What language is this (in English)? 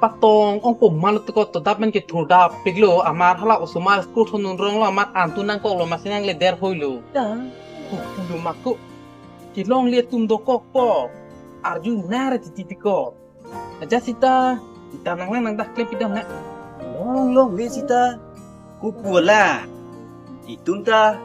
Karbi